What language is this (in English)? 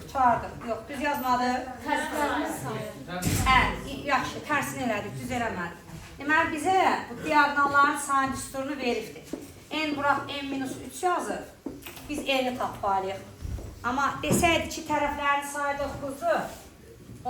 Azerbaijani